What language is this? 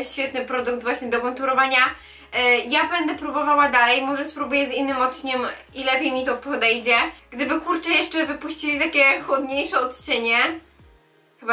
Polish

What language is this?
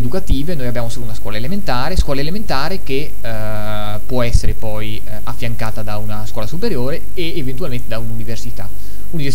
Italian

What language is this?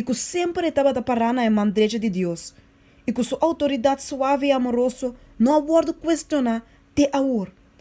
Papiamento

